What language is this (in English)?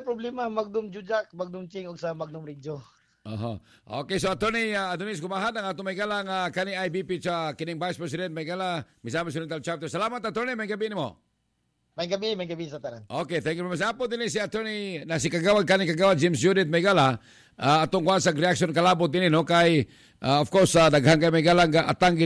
Cebuano